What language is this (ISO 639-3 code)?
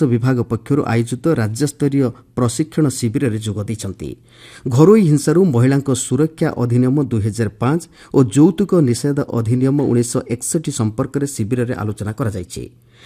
ori